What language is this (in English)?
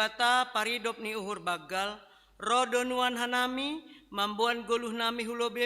Batak Simalungun